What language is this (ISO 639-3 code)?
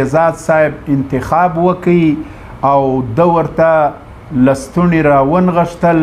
pus